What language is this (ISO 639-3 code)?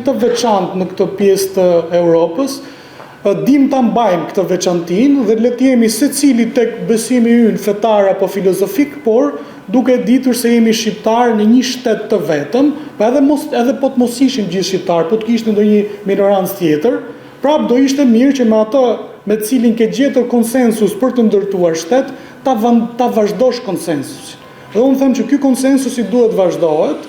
sqi